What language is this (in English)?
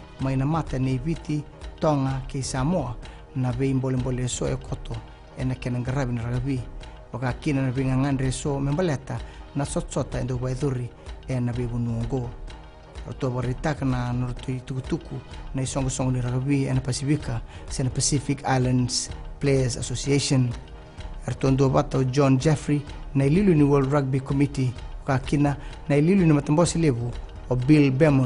Fijian